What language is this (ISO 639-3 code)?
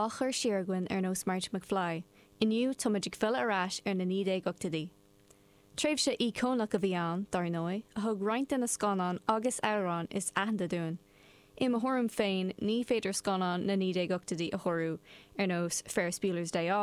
gle